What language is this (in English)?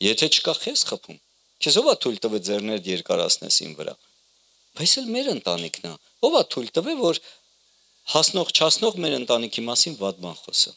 Armenian